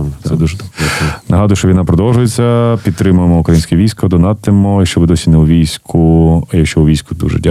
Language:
Ukrainian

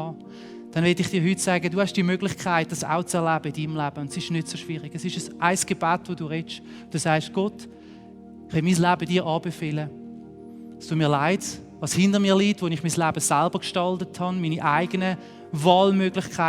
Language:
Swiss German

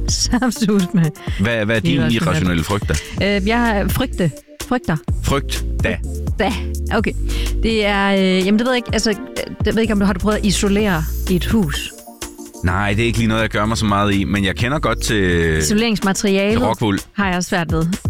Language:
Danish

